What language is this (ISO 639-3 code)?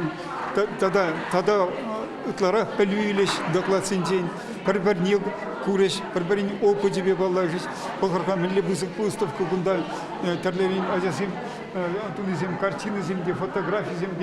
chv